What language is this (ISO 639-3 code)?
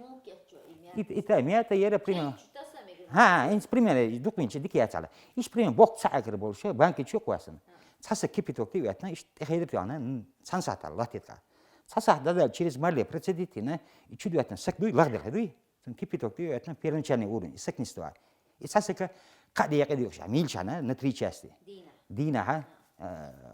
che